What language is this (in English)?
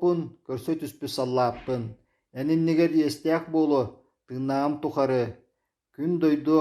Yakut